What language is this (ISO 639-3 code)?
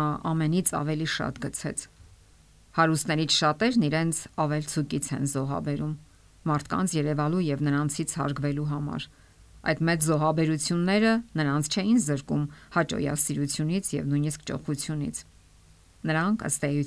hye